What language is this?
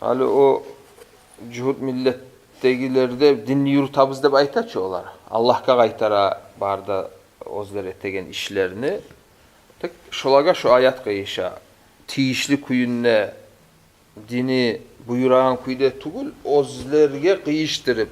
Kumyk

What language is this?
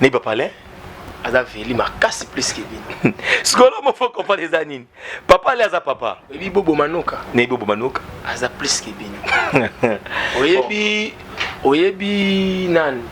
Lingala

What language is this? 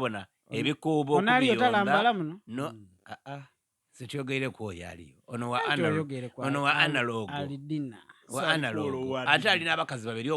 Ganda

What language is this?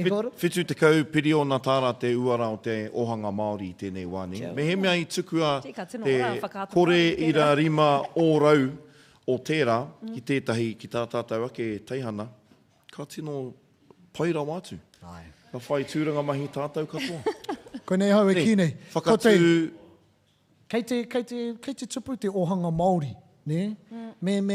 Māori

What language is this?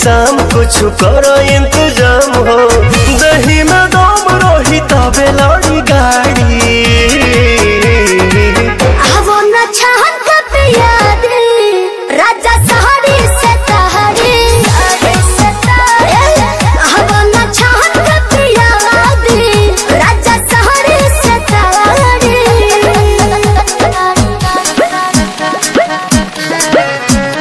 Bhojpuri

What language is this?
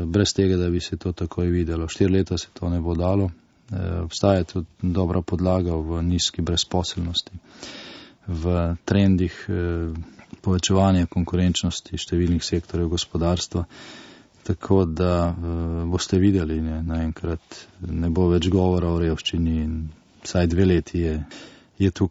Slovenian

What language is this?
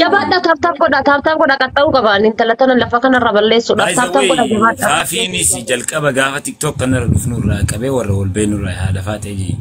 Oromo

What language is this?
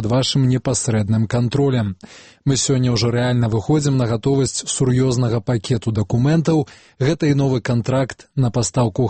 Belarusian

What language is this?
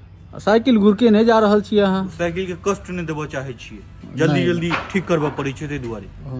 Maithili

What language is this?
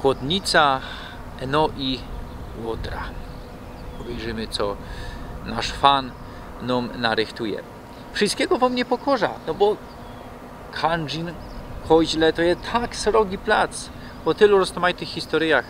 Silesian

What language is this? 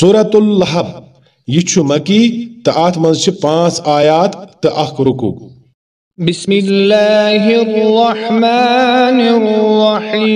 Kashmiri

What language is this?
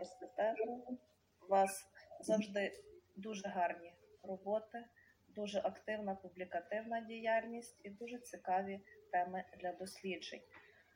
Ukrainian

